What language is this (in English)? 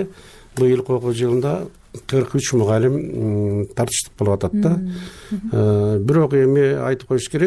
Kyrgyz